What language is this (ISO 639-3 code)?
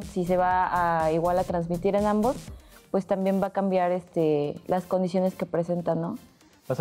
spa